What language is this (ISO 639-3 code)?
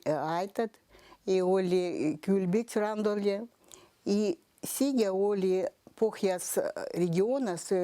vep